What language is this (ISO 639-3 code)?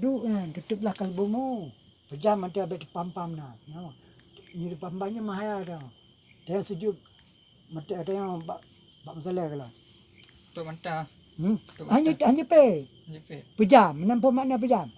ace